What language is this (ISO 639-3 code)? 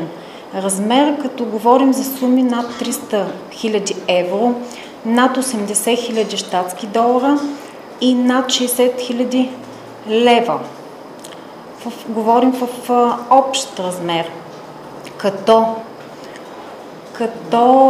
bul